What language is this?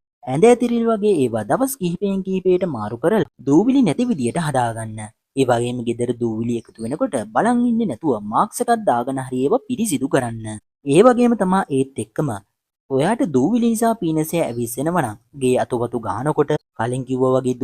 Sinhala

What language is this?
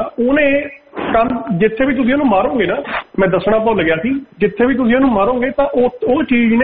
Punjabi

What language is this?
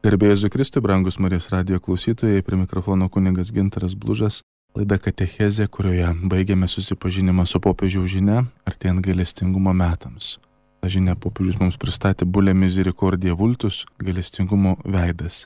Lithuanian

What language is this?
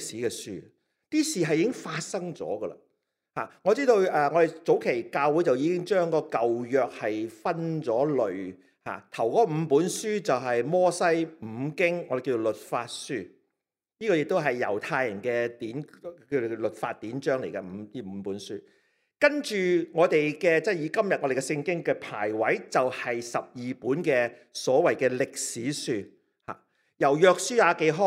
Cantonese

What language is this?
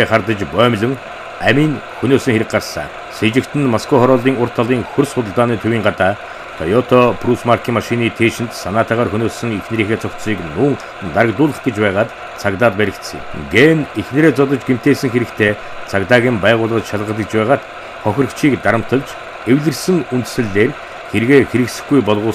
Mongolian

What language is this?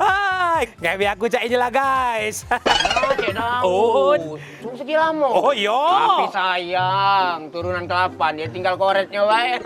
Musi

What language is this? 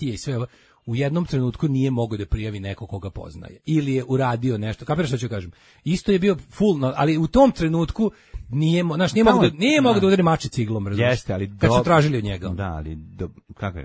Serbian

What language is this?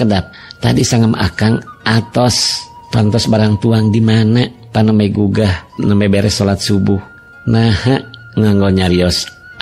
Sundanese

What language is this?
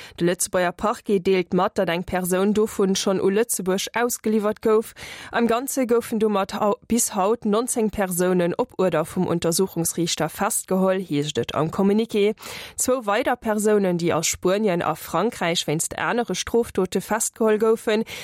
Luxembourgish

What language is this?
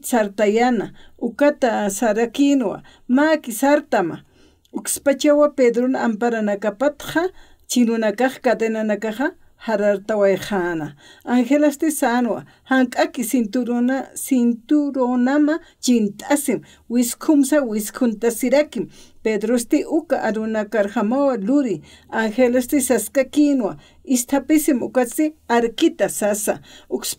Aymara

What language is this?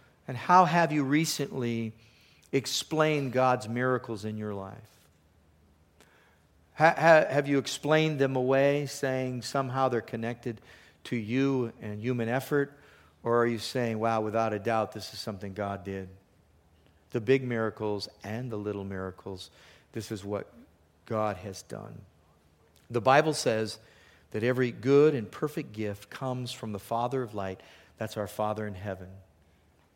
English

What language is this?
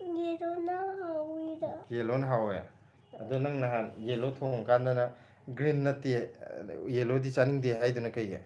Manipuri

